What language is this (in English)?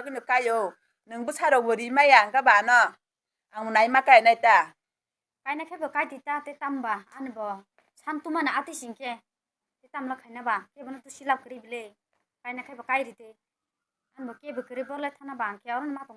Kok Borok